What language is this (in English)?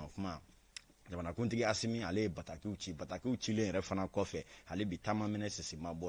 Bambara